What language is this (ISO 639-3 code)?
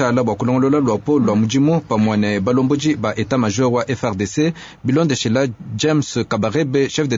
lua